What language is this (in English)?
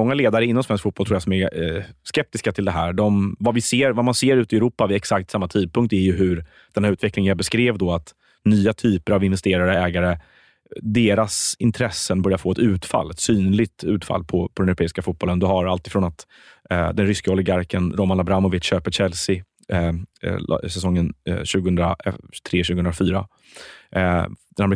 Swedish